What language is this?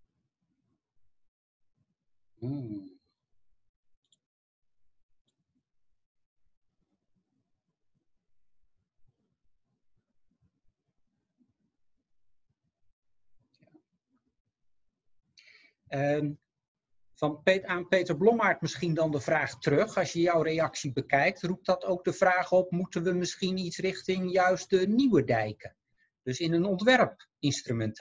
Dutch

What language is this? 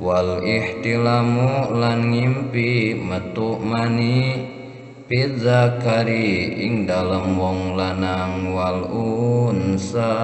Sundanese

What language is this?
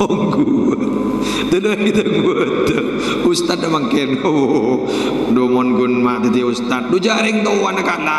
Madurese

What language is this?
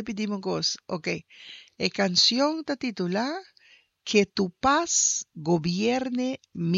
Papiamento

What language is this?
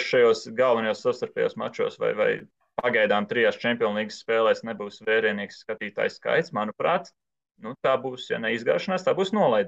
Latvian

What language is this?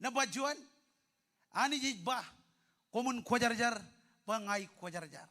Marshallese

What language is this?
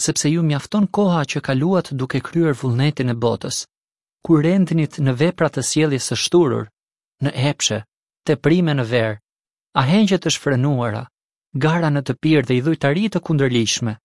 Albanian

